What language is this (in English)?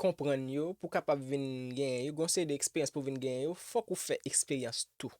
Haitian Creole